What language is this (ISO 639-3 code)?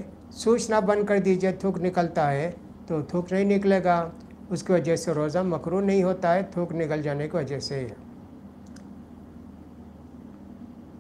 urd